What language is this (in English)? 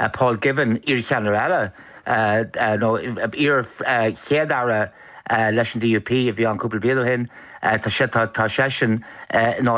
Irish